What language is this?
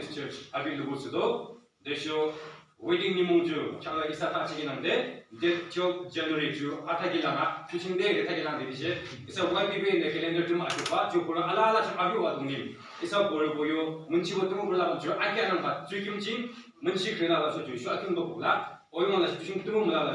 Yimchungru Naga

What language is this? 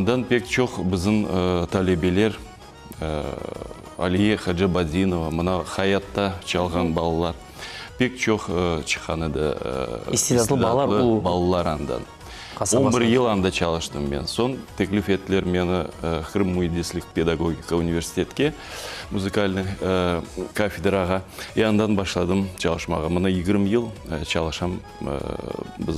Crimean Tatar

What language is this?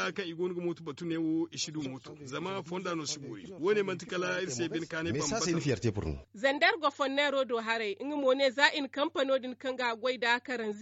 Zarma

